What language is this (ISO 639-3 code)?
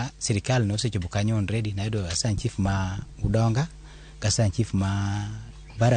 luo